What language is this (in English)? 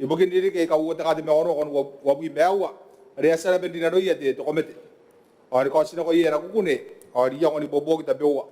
Gilbertese